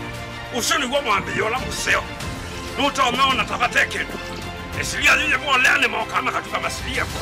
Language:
Kamba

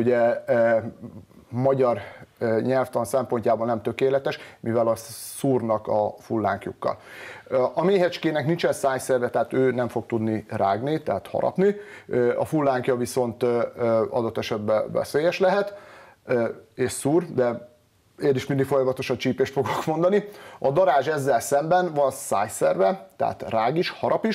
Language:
Hungarian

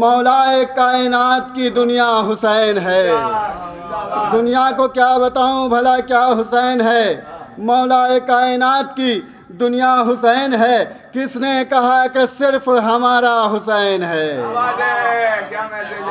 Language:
Urdu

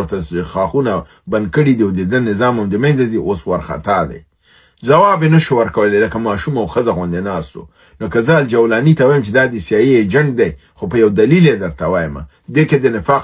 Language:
Pashto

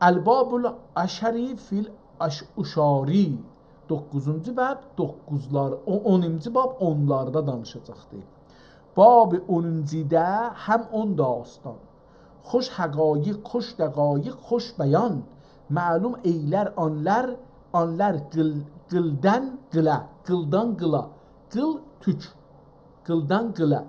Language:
South Azerbaijani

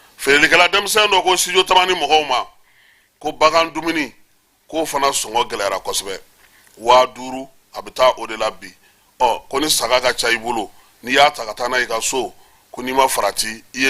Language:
Bambara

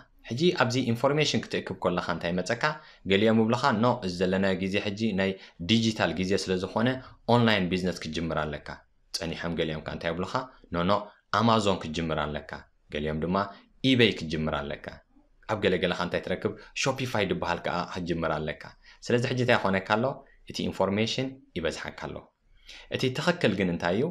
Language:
Tigrinya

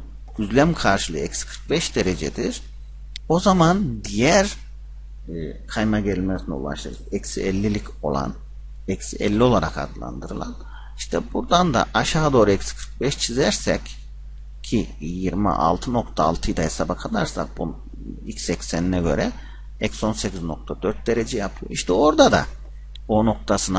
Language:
Turkish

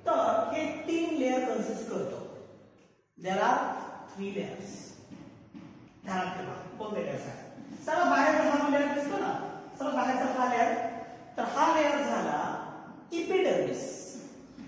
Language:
Marathi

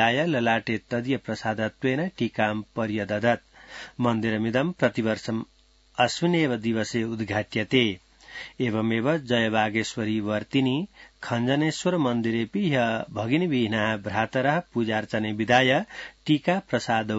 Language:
Sanskrit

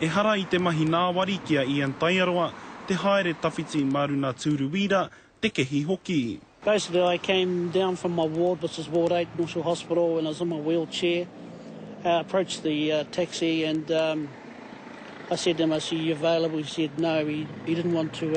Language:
Māori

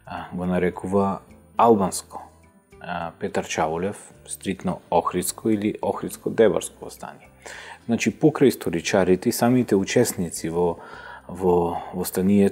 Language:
Macedonian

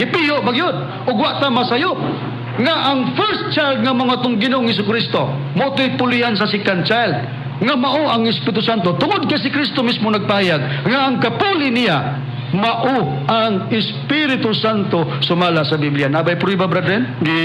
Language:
Cebuano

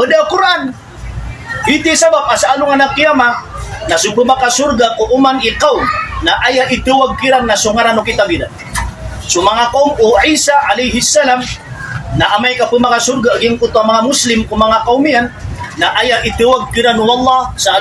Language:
Maranao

